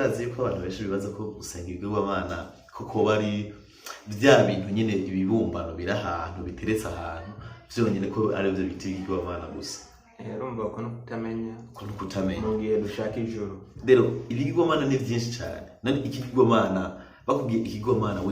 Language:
Rundi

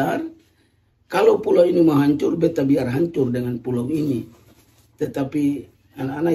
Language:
Ambonese Malay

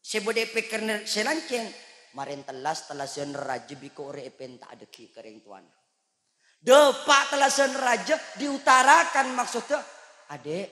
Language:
Madurese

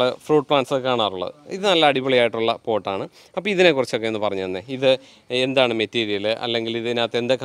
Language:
Malayalam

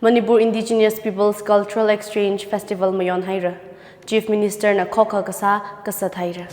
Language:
Tangkhul Naga (India)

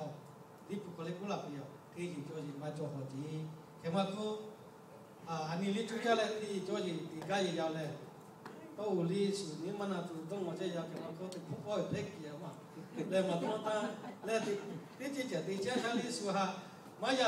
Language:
Lahu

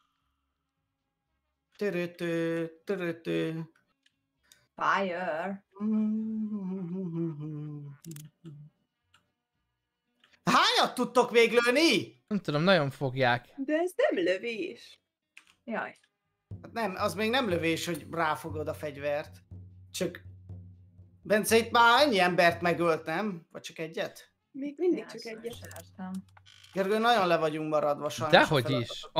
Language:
Hungarian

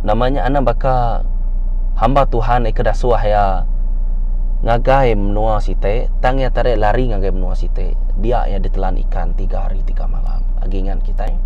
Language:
Iban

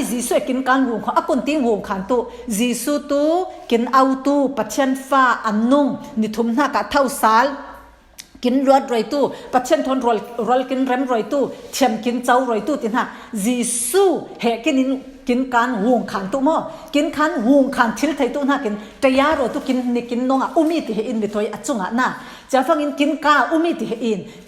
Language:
Falam Chin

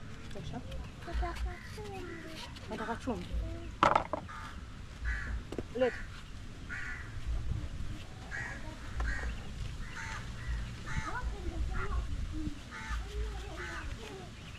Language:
Swahili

